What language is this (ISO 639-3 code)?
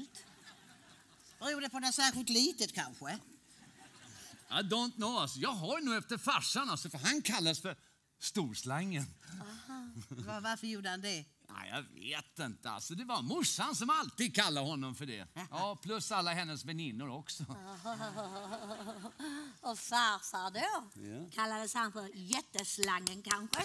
swe